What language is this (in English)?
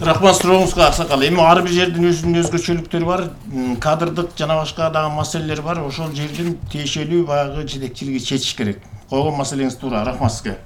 Kyrgyz